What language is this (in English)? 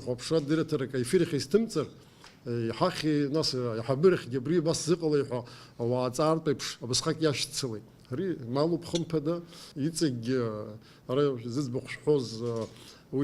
Abkhazian